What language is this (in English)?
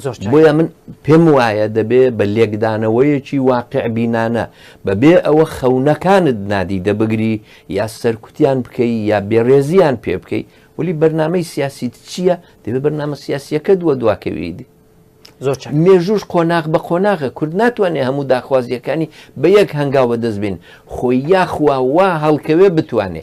Central Kurdish